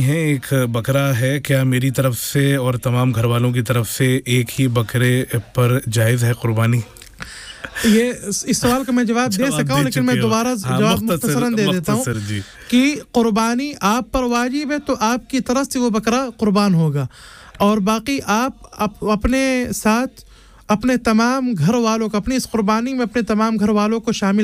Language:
Urdu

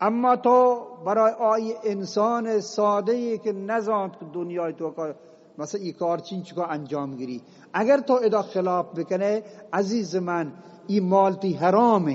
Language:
Eastern Balochi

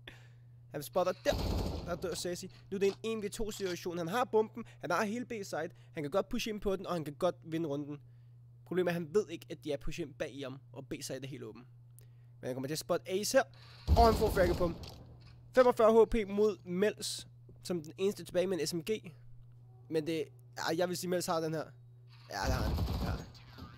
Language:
Danish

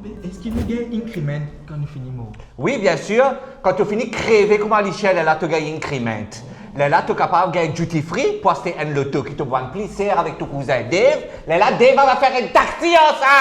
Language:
Morisyen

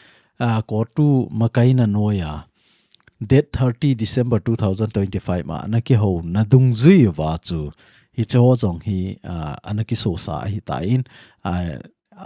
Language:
Thado Chin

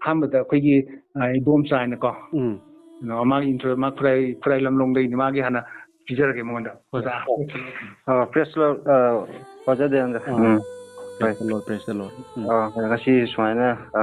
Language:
Manipuri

